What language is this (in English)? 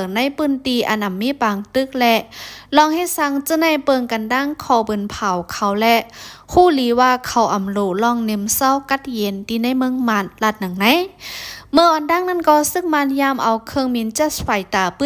Shan